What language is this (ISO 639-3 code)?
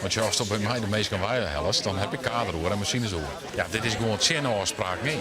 fry